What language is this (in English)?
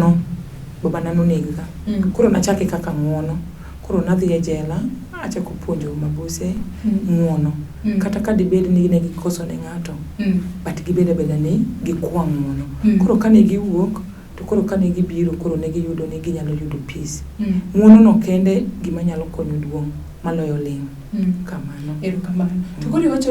Luo (Kenya and Tanzania)